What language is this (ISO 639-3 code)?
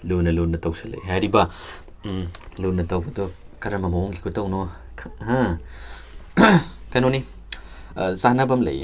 mni